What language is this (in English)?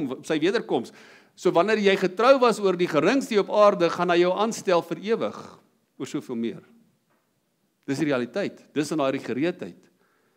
Afrikaans